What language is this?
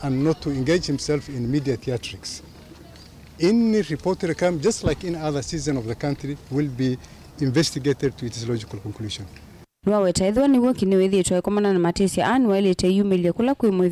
Kamba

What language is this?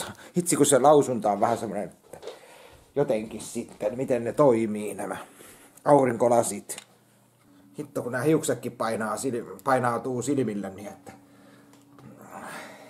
Finnish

